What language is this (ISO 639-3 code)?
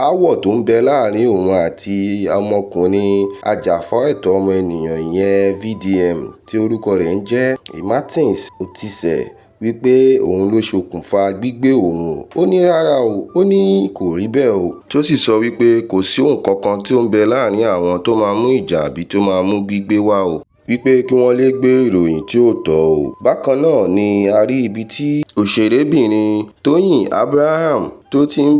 yor